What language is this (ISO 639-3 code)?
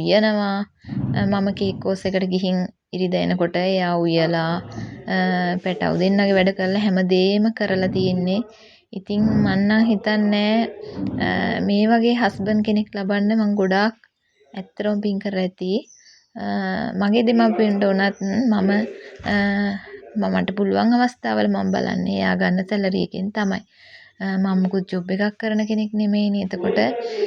sin